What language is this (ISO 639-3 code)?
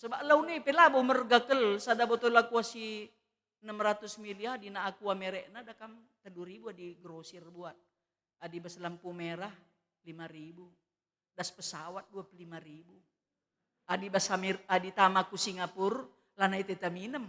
btx